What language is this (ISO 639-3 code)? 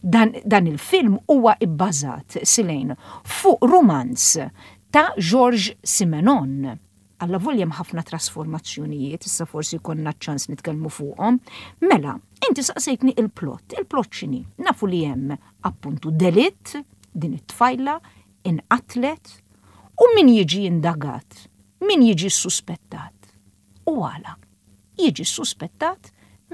mlt